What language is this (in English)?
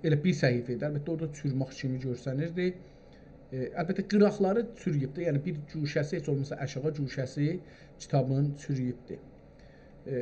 South Azerbaijani